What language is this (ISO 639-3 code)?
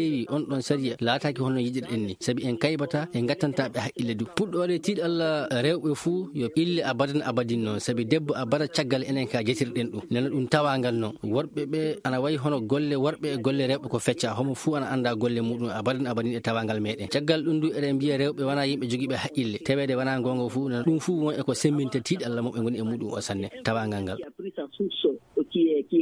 ful